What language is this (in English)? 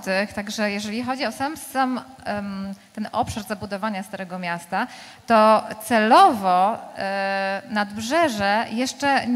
Polish